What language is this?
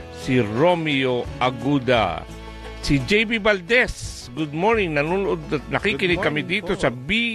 Filipino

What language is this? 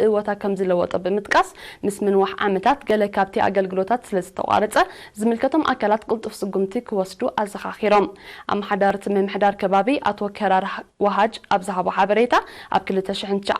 Tigrinya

